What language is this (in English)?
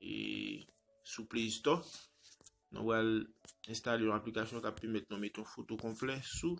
Haitian Creole